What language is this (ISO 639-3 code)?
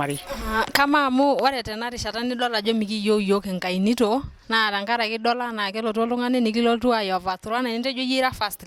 mas